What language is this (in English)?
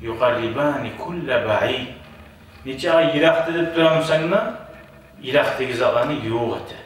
Kumyk